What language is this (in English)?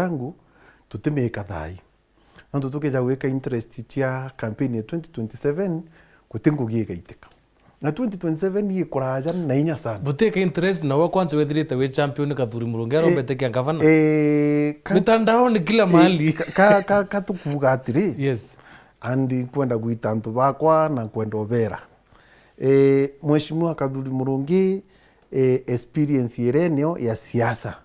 Meru